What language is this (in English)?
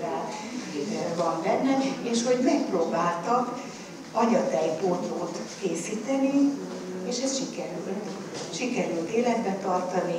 Hungarian